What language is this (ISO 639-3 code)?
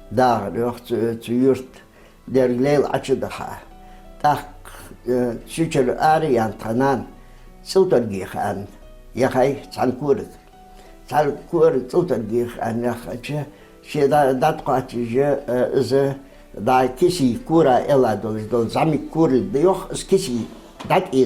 inh